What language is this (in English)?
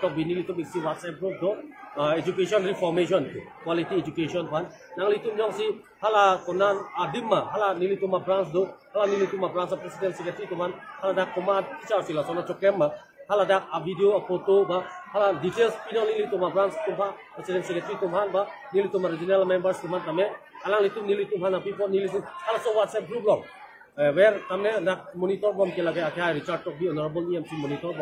Karbi